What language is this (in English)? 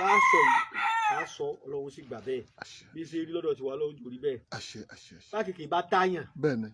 Yoruba